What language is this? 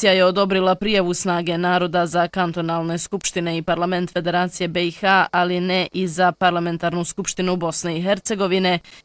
Bosnian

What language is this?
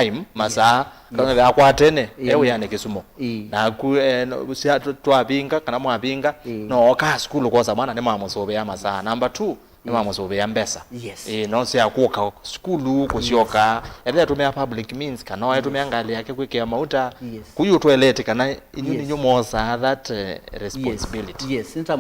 Kamba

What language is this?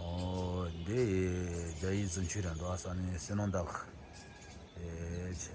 Tibetan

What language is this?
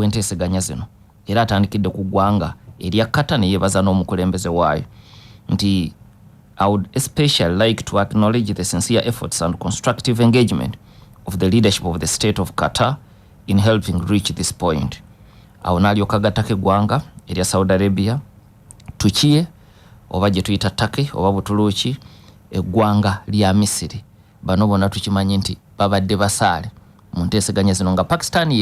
Ganda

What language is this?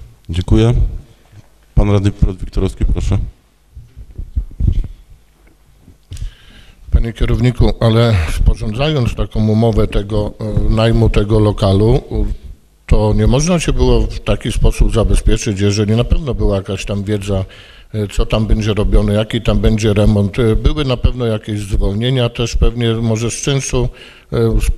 Polish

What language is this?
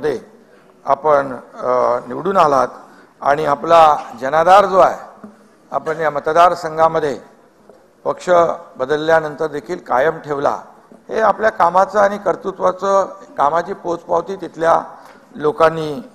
Marathi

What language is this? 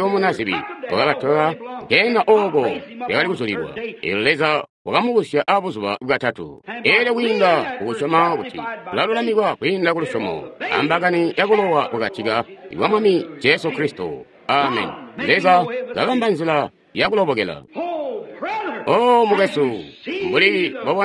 Tonga (Zambia)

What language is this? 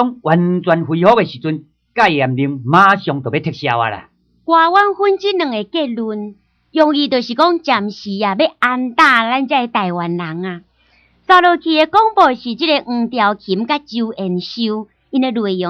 Min Nan Chinese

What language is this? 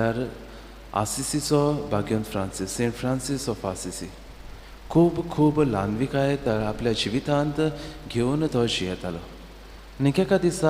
Konkani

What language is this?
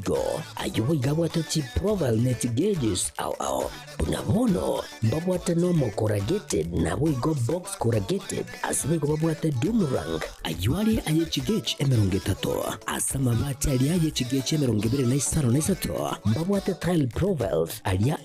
Gusii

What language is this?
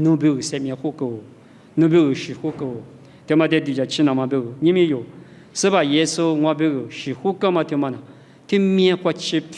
Lisu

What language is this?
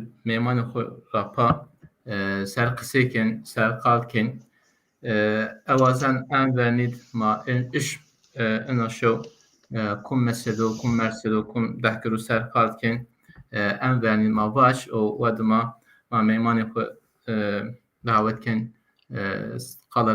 Zaza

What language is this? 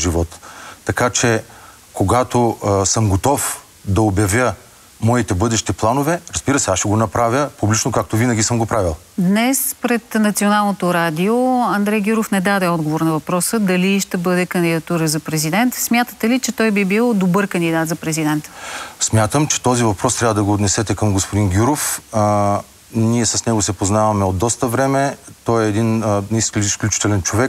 Bulgarian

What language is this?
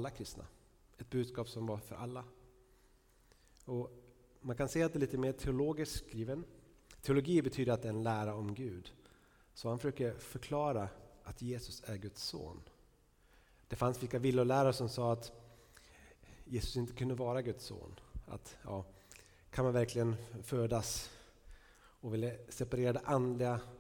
Swedish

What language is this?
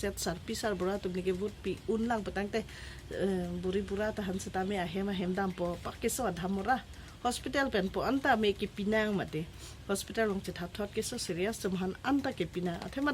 Karbi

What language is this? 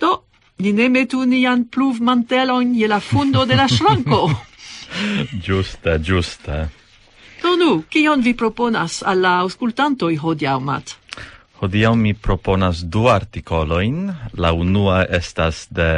Esperanto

